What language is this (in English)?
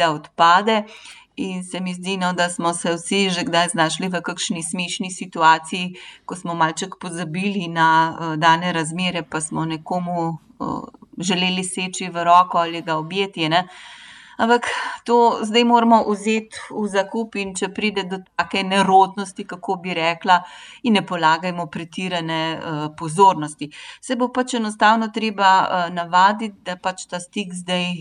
Slovenian